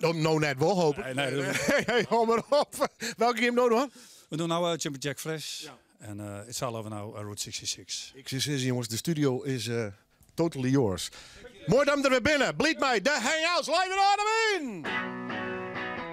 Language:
Western Frisian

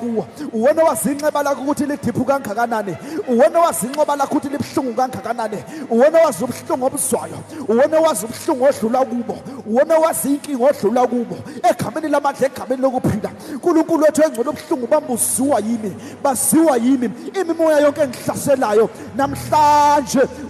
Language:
Zulu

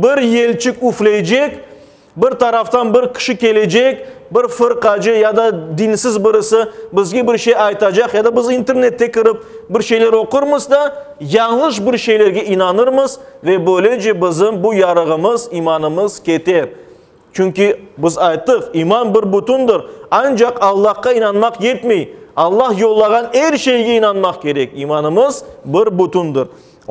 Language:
Crimean Tatar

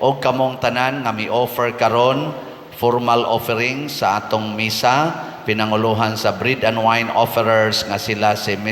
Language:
Cebuano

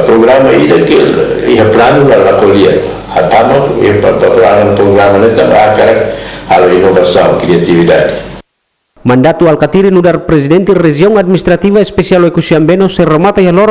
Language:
Tetum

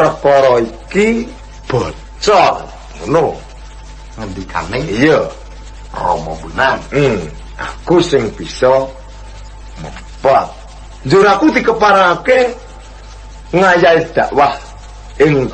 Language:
Javanese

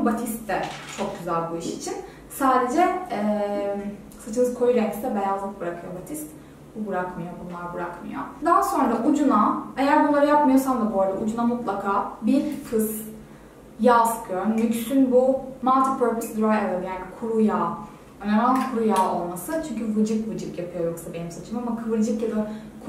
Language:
Turkish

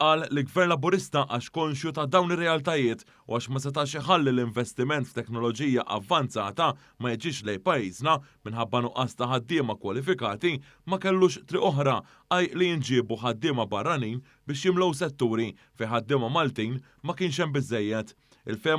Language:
Maltese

